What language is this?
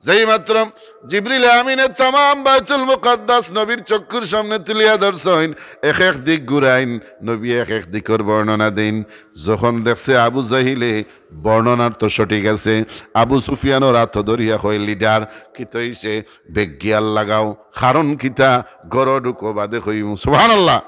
Sylheti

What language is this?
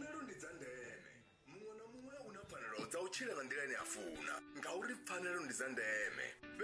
Venda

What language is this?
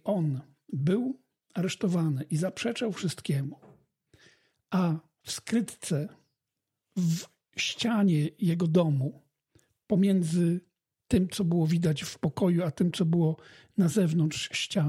Polish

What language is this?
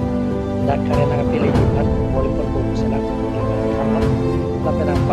Karbi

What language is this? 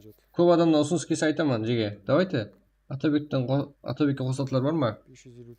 Kara-Kalpak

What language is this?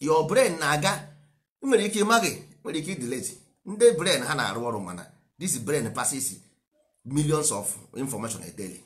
Igbo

